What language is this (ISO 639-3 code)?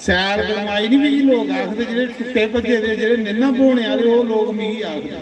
doi